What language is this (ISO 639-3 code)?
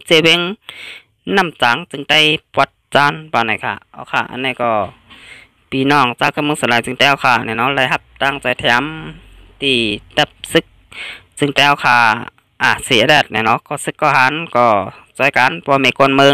shn